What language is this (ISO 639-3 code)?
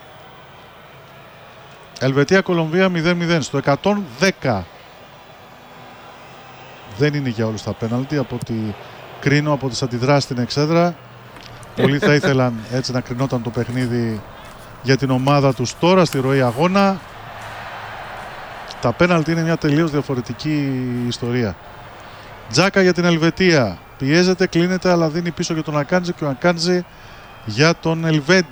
ell